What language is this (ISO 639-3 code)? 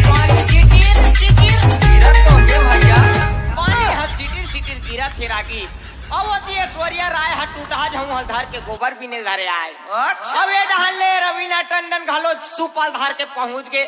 hne